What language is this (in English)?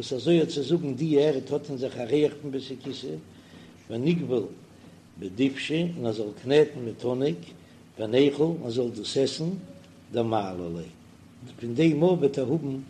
Yiddish